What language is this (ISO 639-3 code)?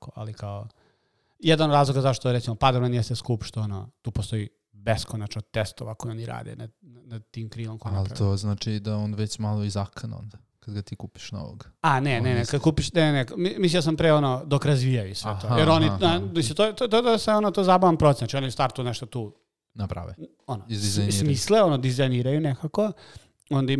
srp